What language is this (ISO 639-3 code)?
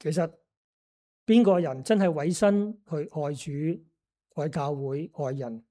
yue